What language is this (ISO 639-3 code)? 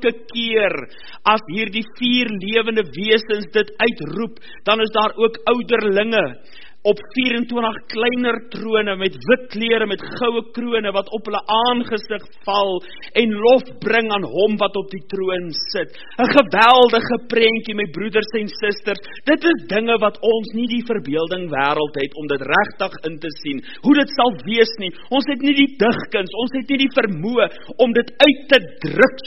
afr